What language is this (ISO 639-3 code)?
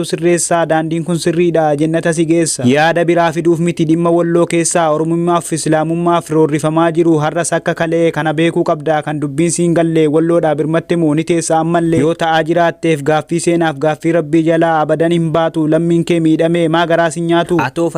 orm